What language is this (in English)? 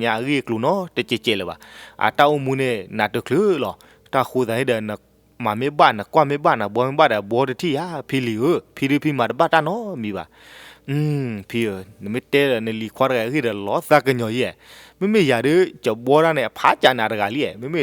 S'gaw Karen